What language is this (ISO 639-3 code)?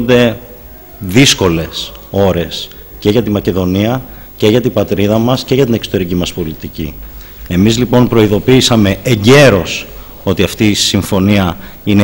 ell